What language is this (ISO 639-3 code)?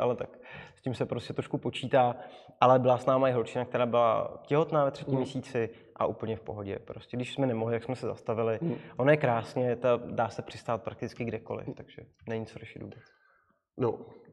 ces